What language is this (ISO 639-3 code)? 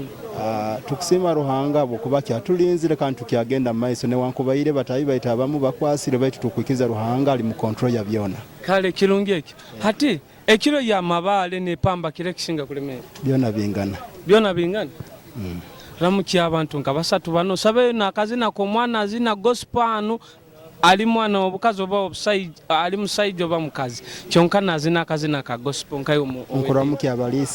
nyo